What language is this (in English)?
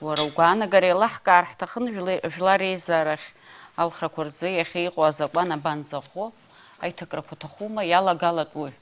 Abkhazian